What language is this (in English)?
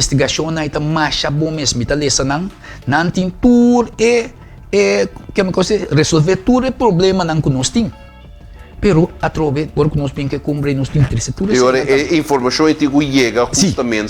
Papiamento